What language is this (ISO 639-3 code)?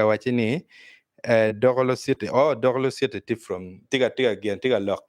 ach